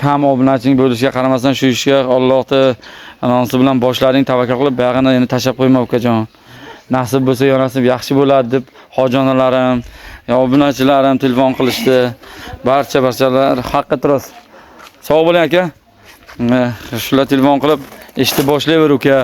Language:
Uzbek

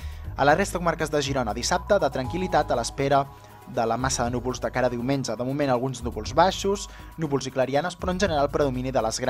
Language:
Catalan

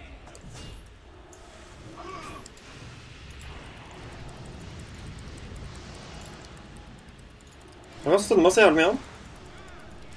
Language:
Norwegian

